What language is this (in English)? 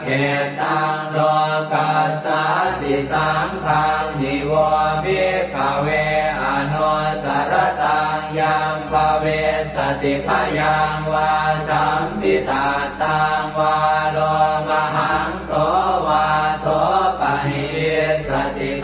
Pali